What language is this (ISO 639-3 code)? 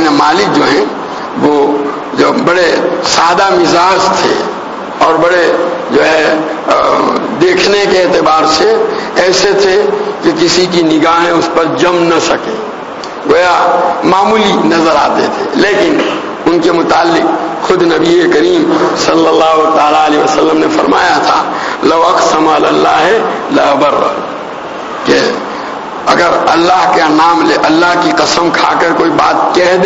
urd